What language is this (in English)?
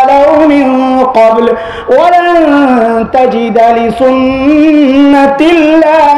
Bangla